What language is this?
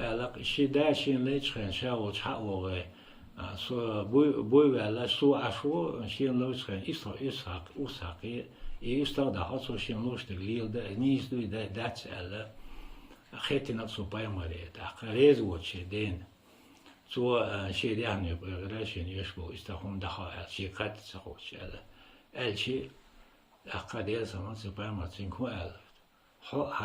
Chechen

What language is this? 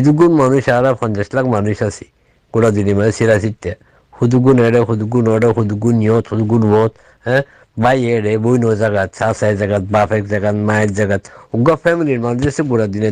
Rohingya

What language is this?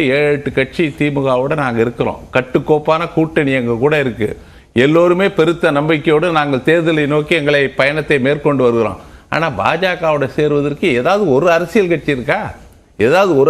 Tamil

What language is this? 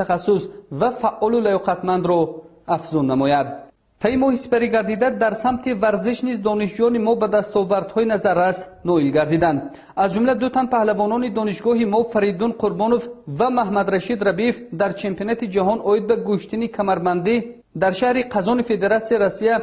Tajik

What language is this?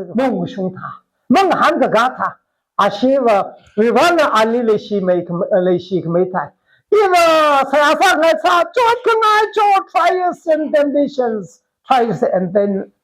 Tangkhul Naga (India)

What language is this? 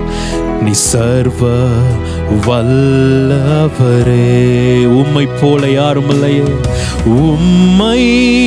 Tamil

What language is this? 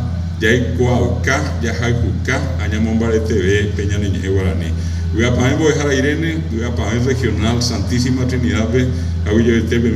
Guarani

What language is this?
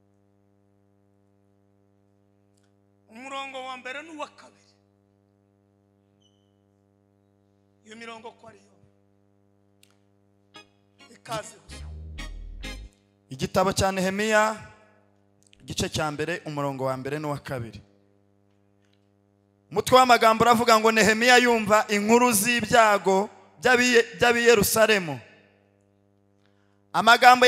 Kinyarwanda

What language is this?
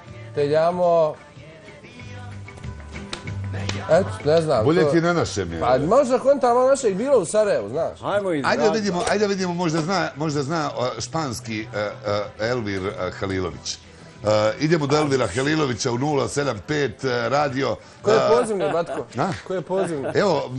Bosnian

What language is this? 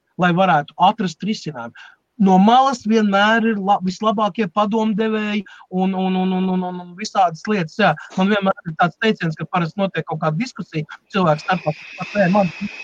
Latvian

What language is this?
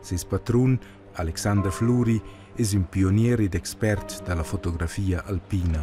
Romansh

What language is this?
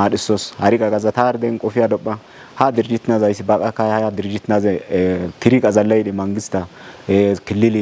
Kafa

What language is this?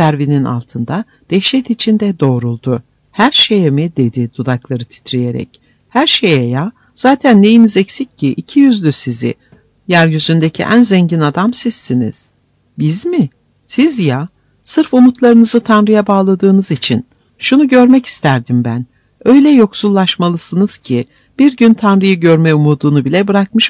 Turkish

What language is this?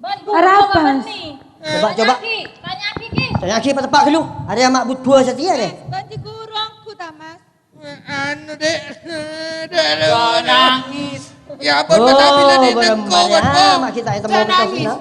Madurese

